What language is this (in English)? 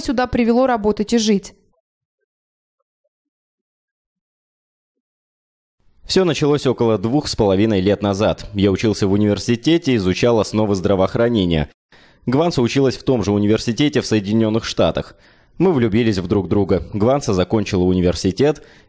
Russian